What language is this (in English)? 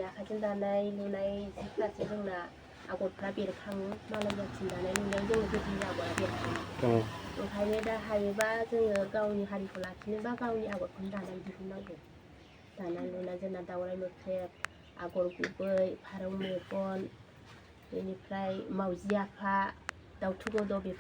Bodo